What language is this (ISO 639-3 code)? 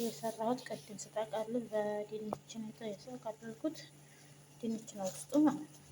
amh